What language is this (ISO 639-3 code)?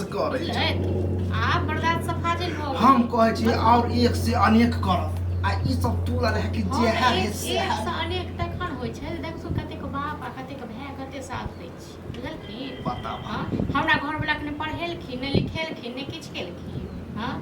mai